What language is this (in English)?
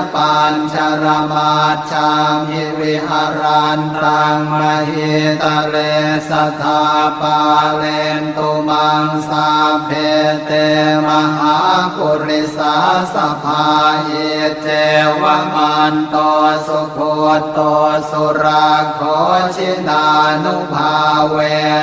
Pali